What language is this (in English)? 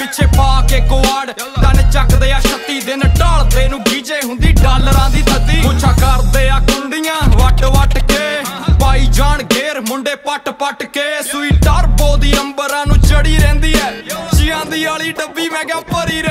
Punjabi